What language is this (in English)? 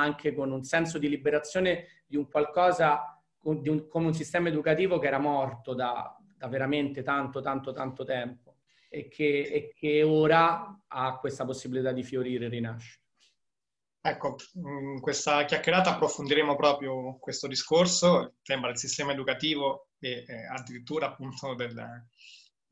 Italian